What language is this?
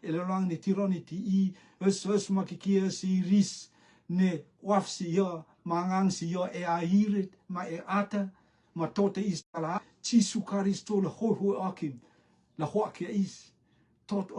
Rotuman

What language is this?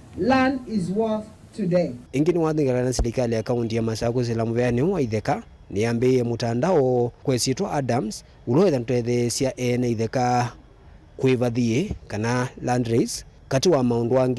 Kamba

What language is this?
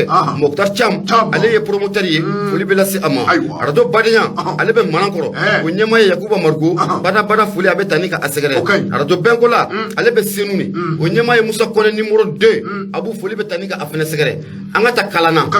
Bambara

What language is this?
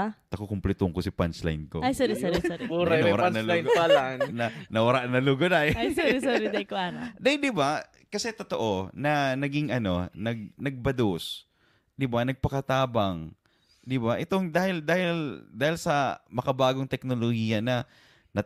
Bikol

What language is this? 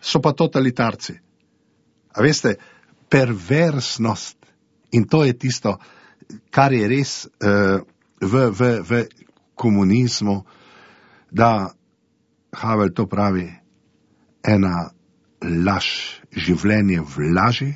Slovenian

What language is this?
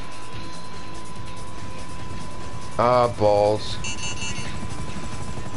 English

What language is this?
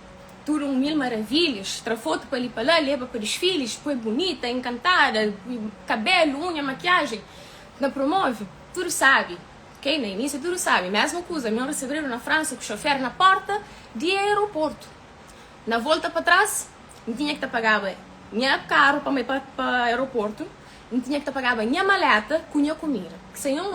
Kabuverdianu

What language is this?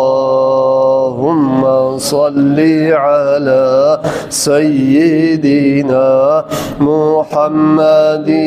Kumyk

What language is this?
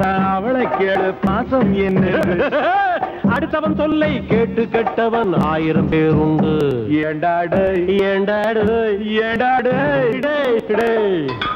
Tamil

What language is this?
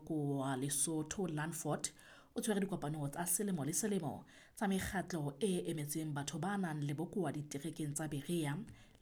Southern Sotho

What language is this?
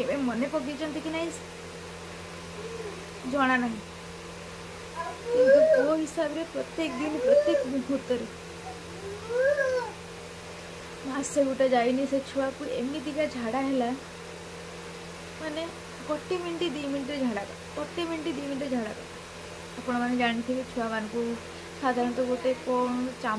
Odia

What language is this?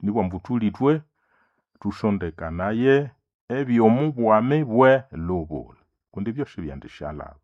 Nande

